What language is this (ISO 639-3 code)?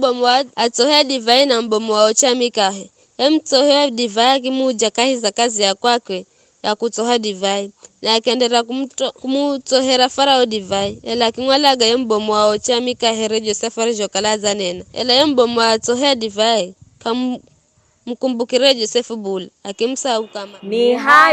nyf